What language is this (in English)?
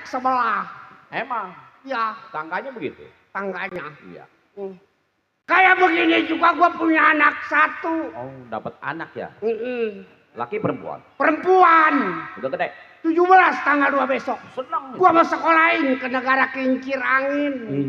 Betawi